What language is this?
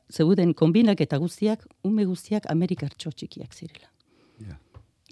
Basque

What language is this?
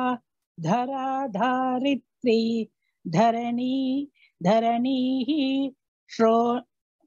Sanskrit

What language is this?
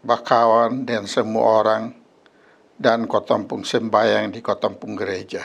Kupang Malay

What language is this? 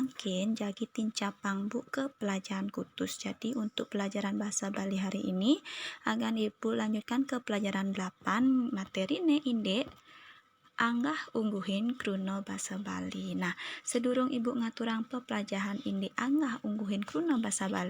Balinese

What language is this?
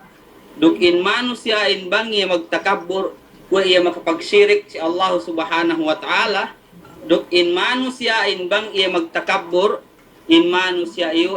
Yakan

